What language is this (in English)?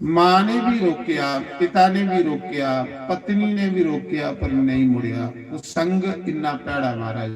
Dogri